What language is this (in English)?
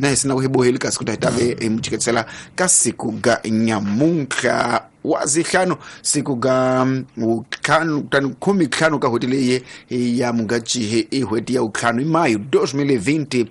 Tsonga